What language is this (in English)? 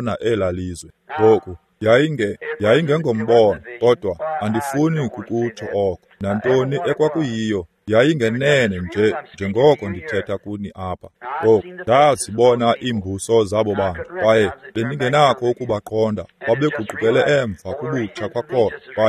Xhosa